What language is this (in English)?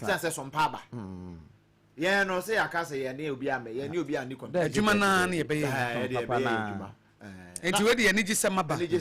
Akan